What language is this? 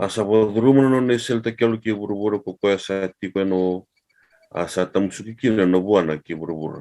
Fijian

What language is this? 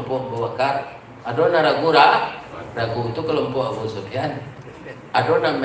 Minangkabau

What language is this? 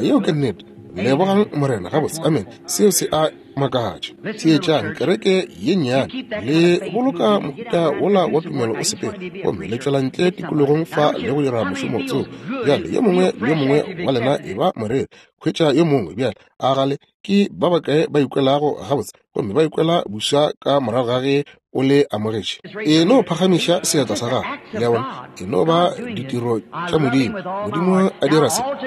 Northern Sotho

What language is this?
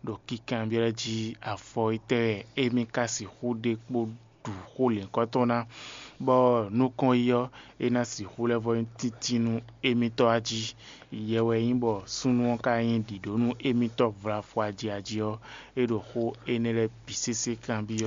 Fon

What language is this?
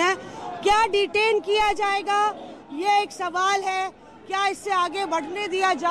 Hindi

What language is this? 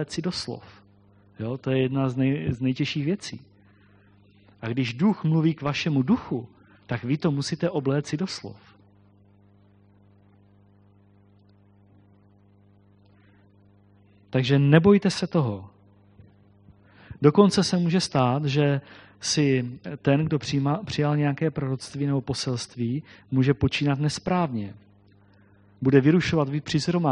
Czech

